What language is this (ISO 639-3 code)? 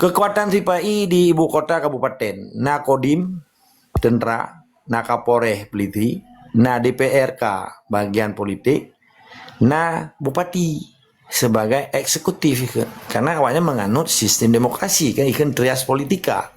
ace